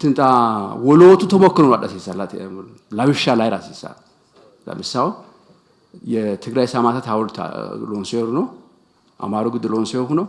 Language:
Sidamo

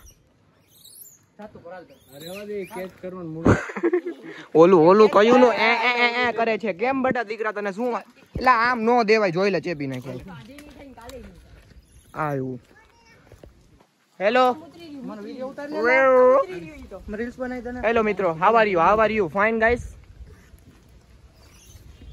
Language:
Gujarati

